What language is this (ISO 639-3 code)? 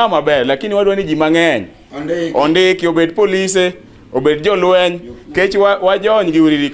luo